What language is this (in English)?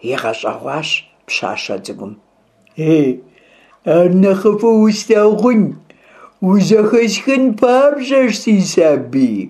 Kabardian